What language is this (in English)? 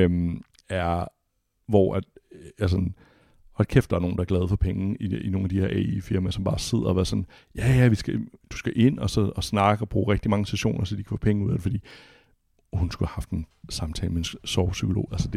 Danish